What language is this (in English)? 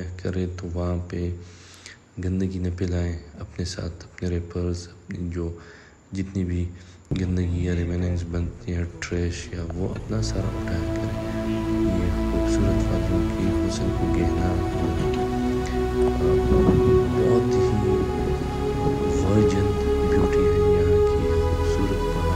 Urdu